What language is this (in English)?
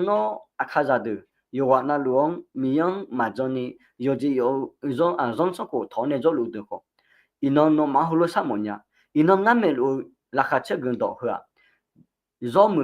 Akha